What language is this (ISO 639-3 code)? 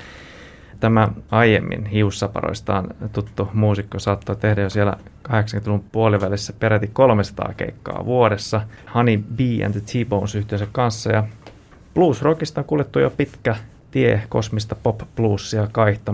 fin